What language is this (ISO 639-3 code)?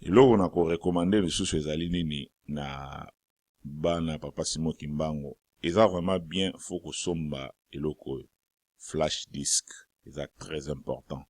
lin